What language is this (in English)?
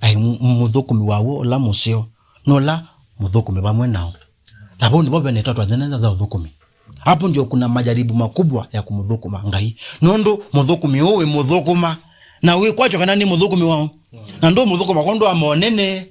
Kamba